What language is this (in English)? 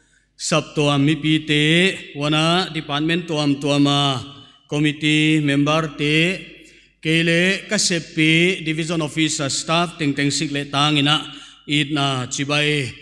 Paite Chin